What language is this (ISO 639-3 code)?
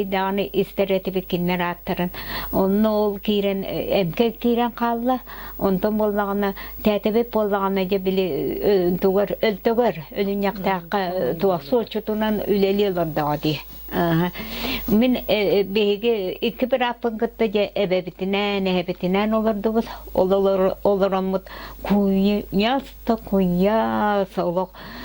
sah